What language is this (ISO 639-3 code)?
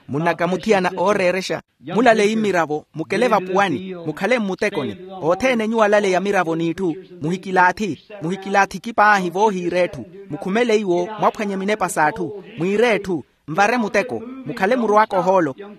vmw